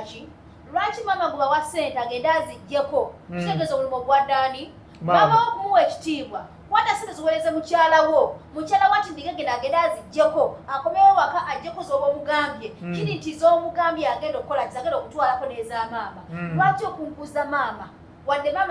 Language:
Ganda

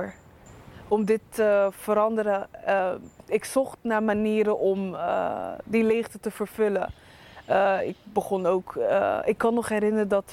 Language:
Dutch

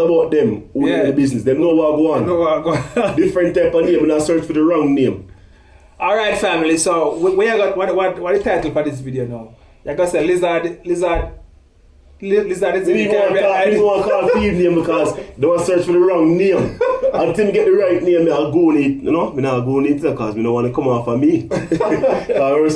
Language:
Jamaican Creole English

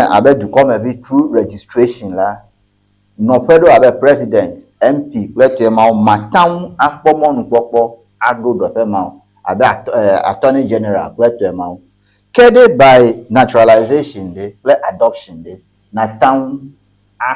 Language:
Ewe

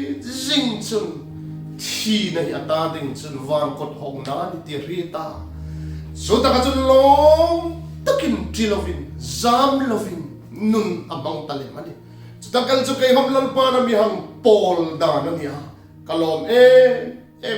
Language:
Hmar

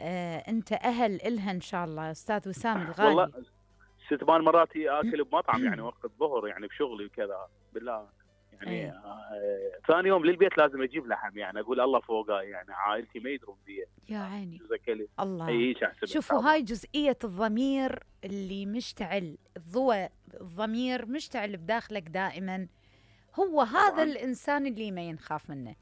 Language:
Mesopotamian Arabic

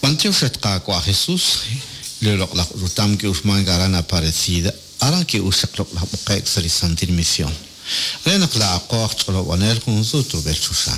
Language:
Kekchí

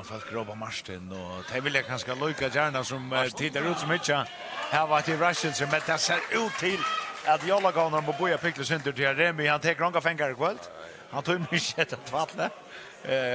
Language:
Faroese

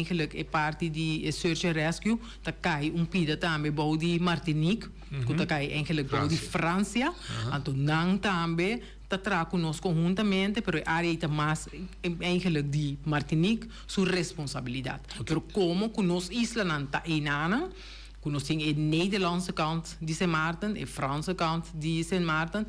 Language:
Papiamento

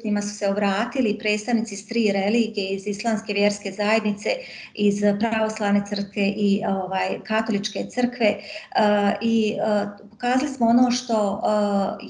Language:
Bosnian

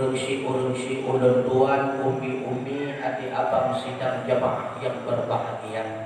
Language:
Achinese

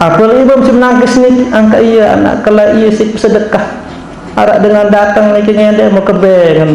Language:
Sasak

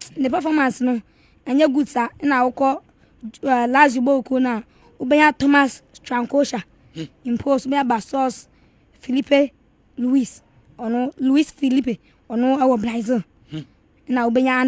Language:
Akan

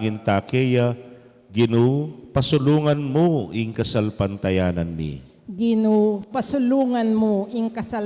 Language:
Pampanga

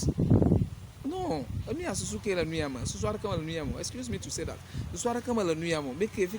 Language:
Ewe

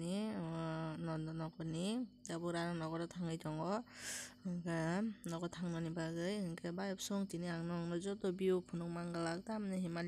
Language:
Kok Borok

